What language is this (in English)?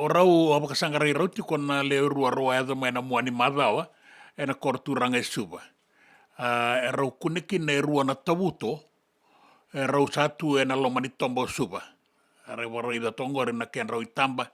Fijian